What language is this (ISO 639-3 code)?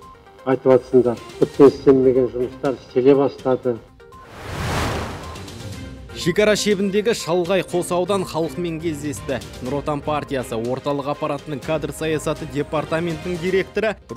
kaz